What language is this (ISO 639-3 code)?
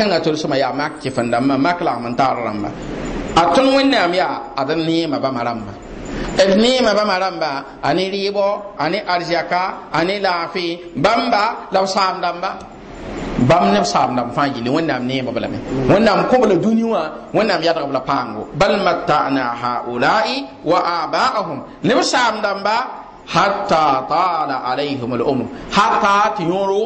mos